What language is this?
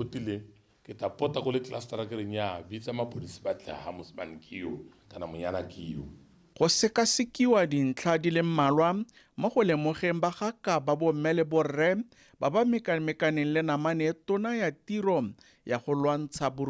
Tswana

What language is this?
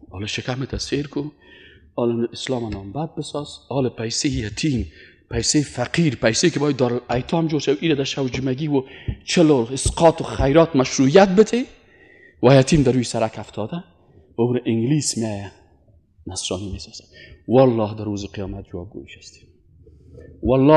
Persian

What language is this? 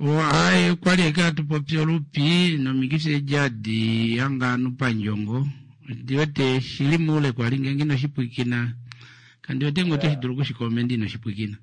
Kuanyama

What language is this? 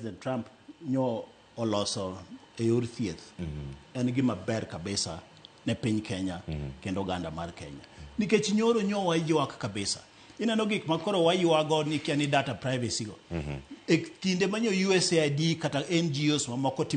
Luo (Kenya and Tanzania)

